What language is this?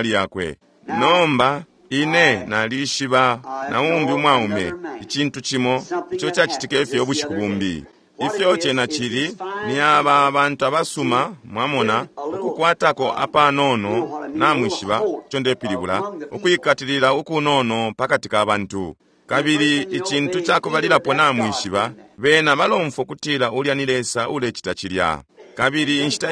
Bemba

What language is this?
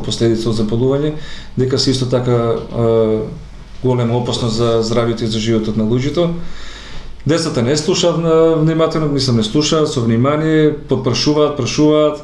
Macedonian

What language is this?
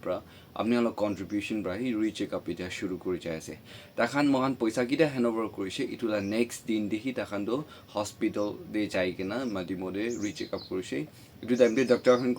Naga Pidgin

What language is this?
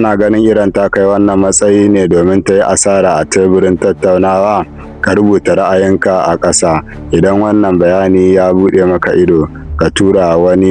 Hausa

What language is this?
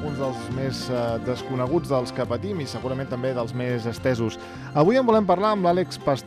Catalan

